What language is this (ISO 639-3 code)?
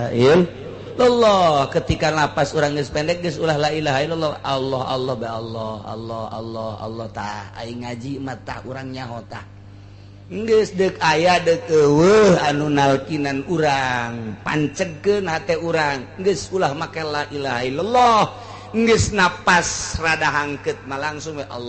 sun